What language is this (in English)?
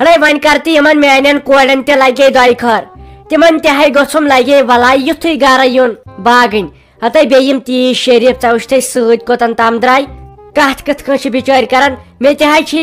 Kashmiri